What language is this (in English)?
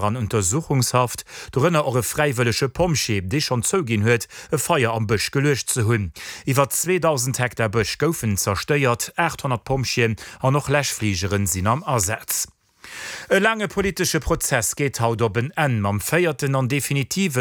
Luxembourgish